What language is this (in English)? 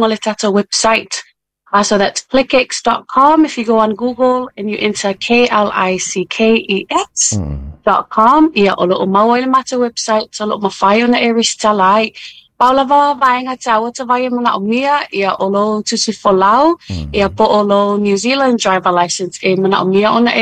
Samoan